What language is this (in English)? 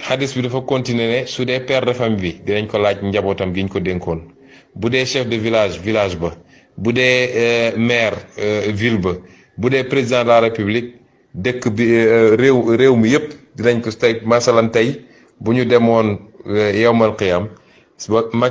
Wolof